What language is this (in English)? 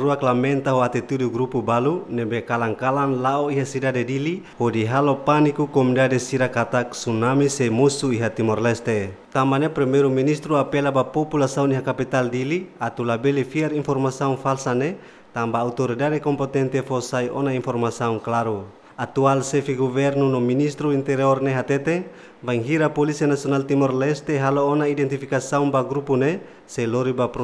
Tetum